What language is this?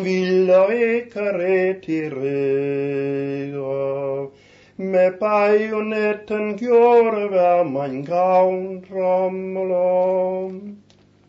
Danish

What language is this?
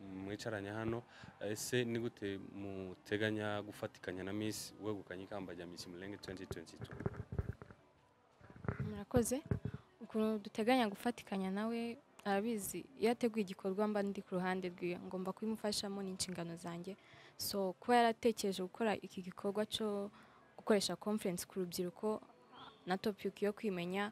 Kinyarwanda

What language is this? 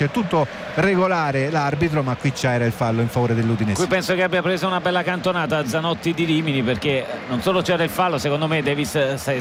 Italian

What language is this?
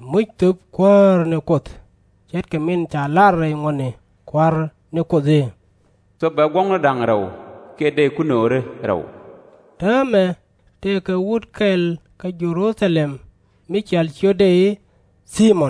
Nuer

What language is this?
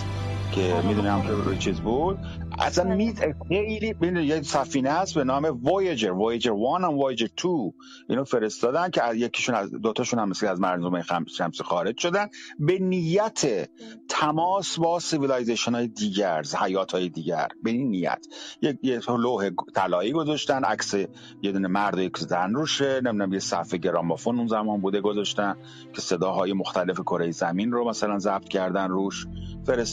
Persian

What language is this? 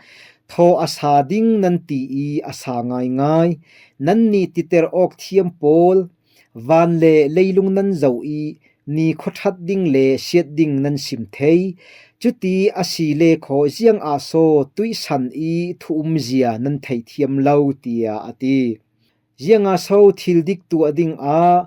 Falam Chin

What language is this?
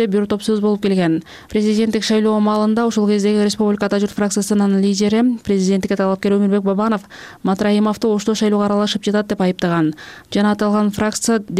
Kyrgyz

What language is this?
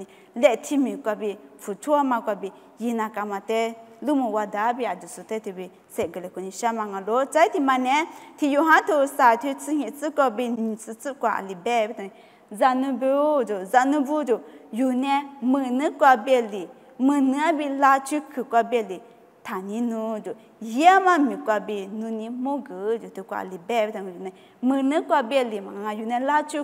Lisu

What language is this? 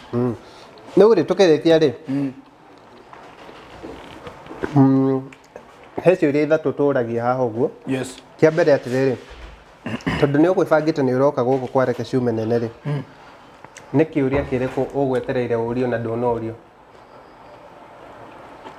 Kikuyu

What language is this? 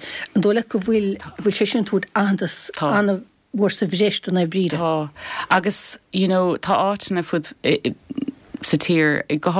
Irish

